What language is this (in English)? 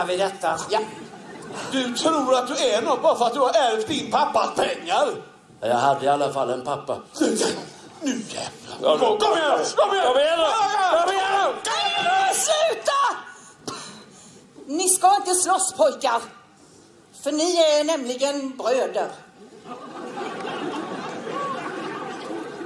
Swedish